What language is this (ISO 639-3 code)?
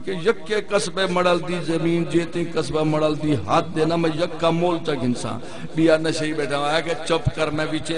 skr